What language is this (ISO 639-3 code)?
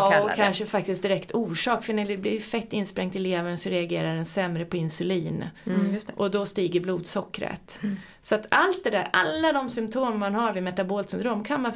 swe